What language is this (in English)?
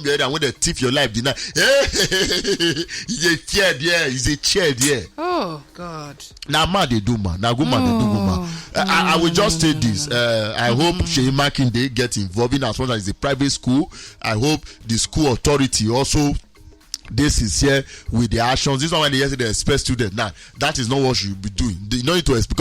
Nigerian Pidgin